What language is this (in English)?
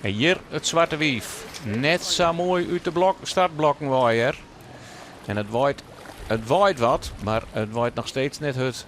Western Frisian